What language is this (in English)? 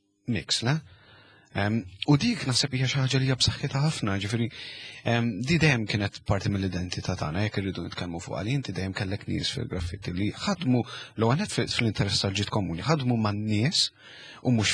Maltese